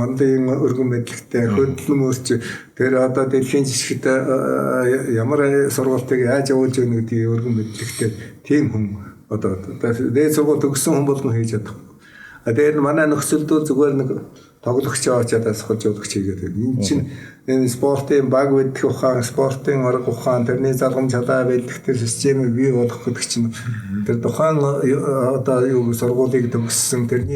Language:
Mongolian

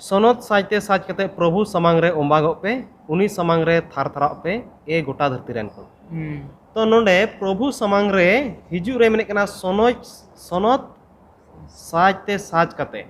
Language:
Santali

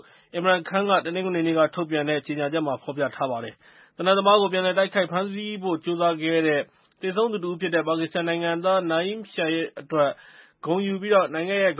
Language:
Burmese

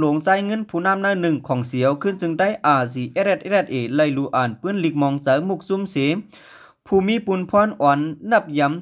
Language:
Lao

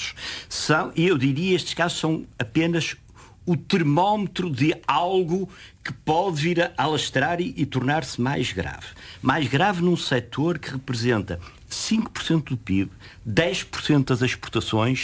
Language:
Portuguese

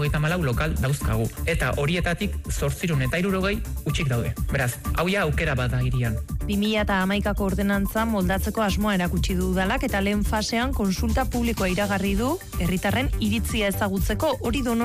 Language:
Basque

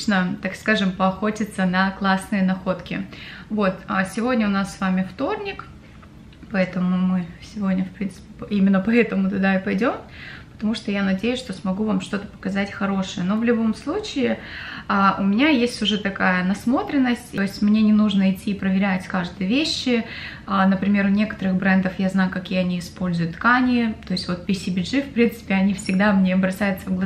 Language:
Russian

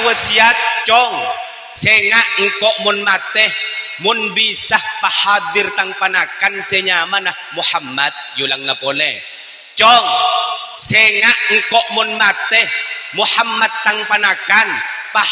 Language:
Madurese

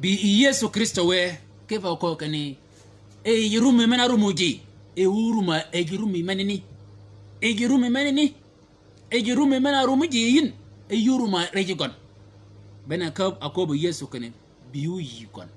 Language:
Shilluk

